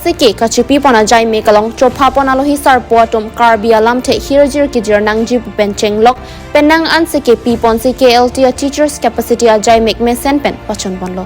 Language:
Karbi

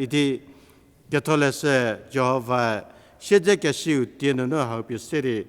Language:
Angami Naga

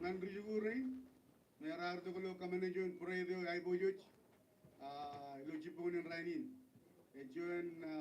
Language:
Marshallese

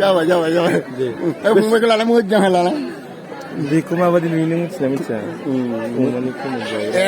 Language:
Bodo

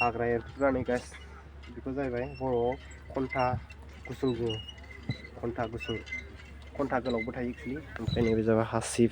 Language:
Bodo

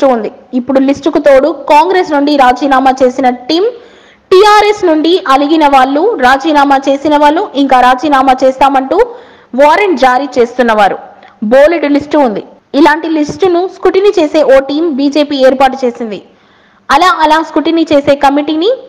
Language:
Telugu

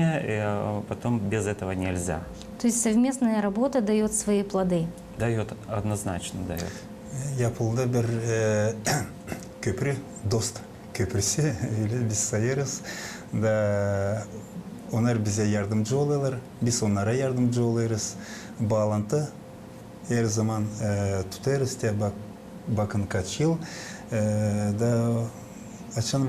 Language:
Gagauz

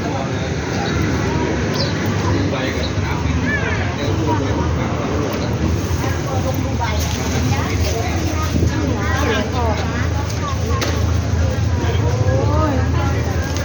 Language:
Northeastern Thai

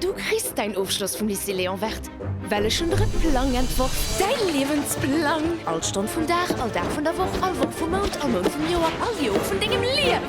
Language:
Luxembourgish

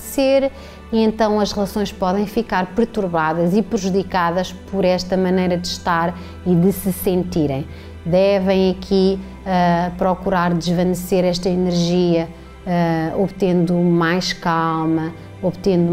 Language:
Portuguese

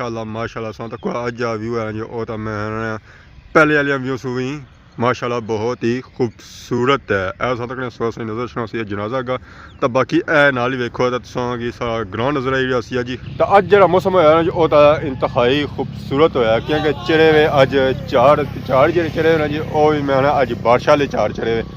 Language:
Pahari-Potwari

